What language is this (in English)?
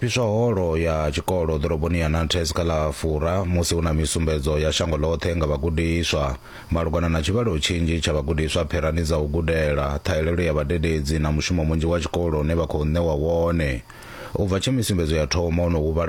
Venda